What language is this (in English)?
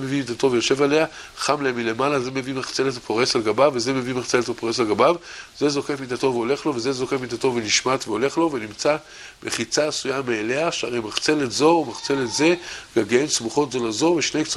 Hebrew